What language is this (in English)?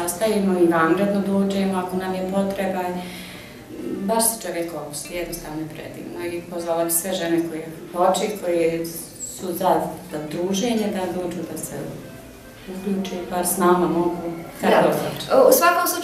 Bosnian